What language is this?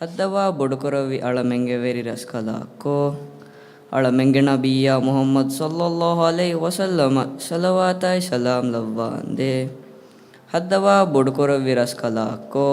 Divehi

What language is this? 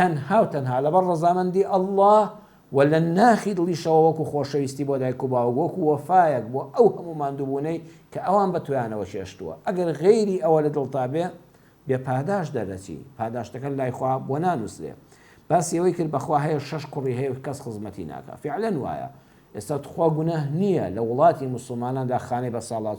Central Kurdish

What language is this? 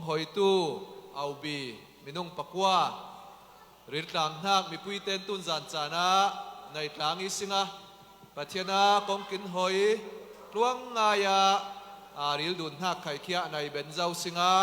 Falam Chin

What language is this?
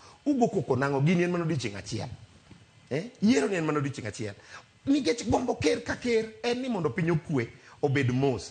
Luo (Kenya and Tanzania)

